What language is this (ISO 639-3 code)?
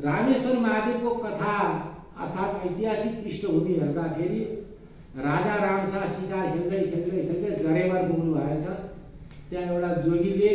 nep